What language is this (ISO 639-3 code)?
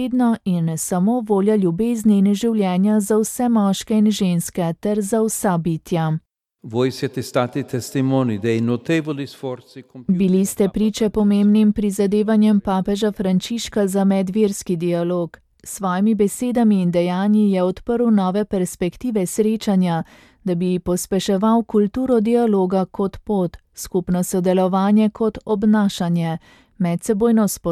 slv